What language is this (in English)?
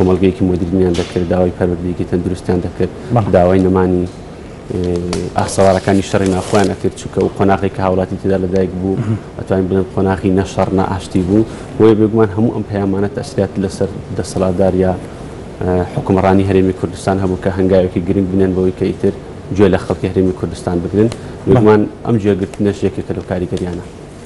Central Kurdish